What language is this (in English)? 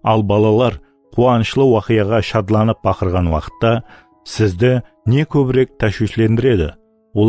Kara-Kalpak